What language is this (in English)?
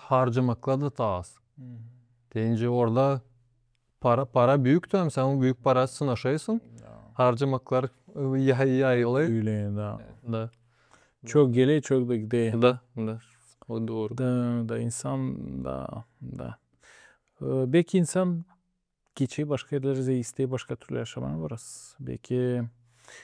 Gagauz